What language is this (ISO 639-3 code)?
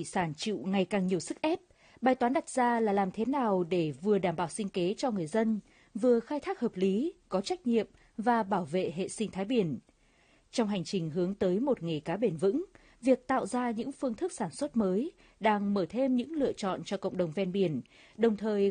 vie